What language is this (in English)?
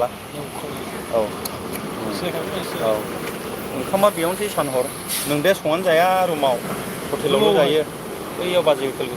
Bodo